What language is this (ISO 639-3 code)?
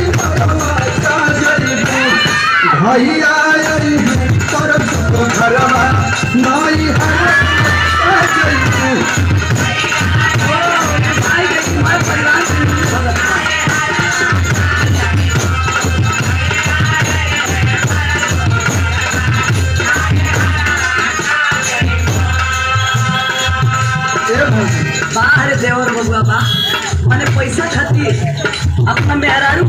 bho